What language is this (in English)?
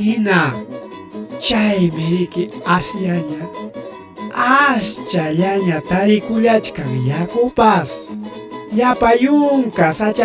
Ayacucho Quechua